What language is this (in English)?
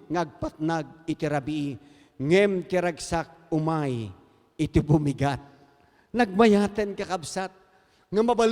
Iloko